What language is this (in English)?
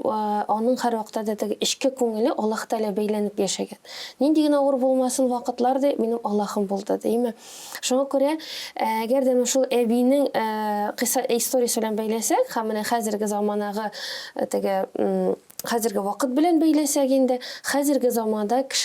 Tatar